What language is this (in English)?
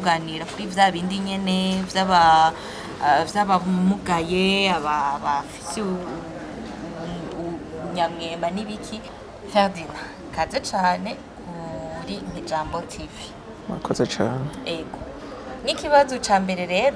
Rundi